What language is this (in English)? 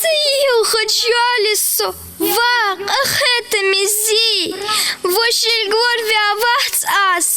Ingush